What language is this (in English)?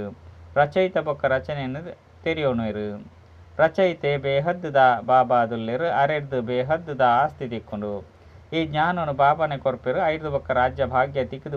Tulu